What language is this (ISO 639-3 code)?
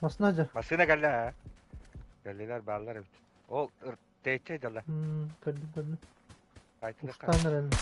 sah